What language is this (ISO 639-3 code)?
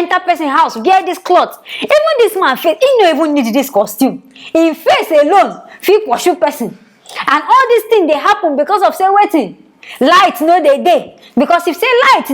pcm